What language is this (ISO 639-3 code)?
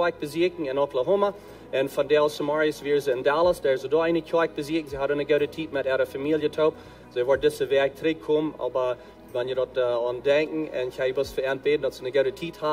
pdt